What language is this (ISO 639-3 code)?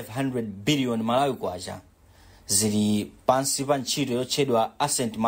nya